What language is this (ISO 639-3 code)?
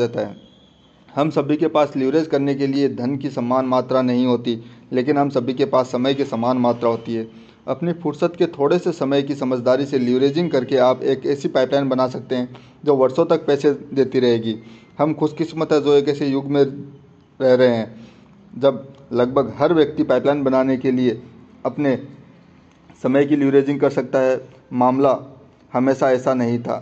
hin